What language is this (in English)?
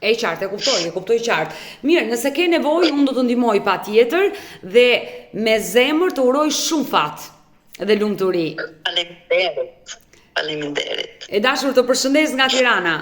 Albanian